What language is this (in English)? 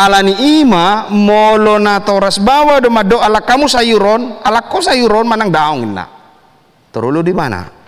Batak Toba